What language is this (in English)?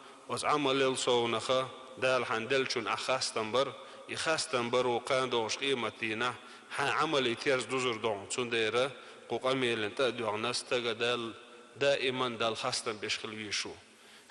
Chechen